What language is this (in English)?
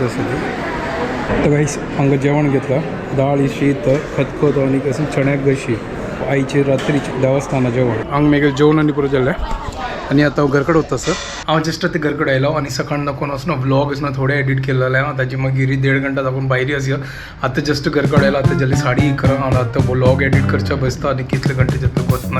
Konkani